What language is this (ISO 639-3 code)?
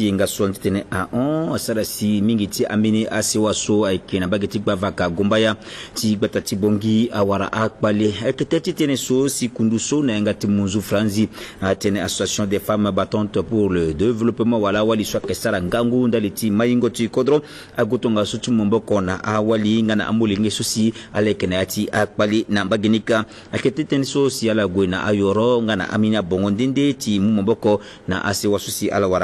sag